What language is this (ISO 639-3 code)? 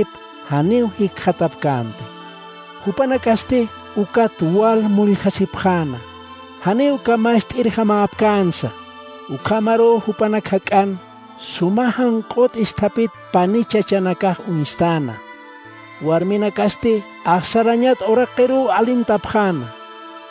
aym